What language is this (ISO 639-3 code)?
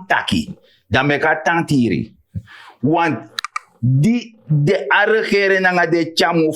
srn